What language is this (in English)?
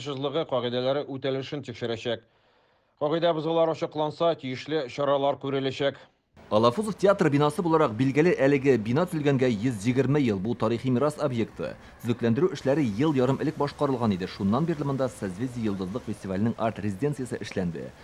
Tatar